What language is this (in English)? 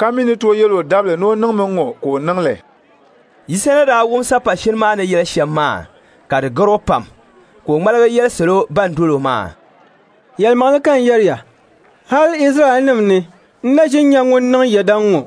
Dagbani